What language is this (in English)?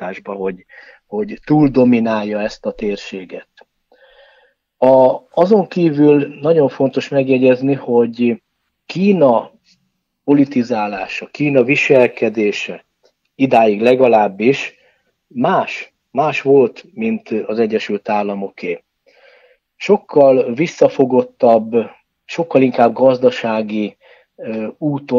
Hungarian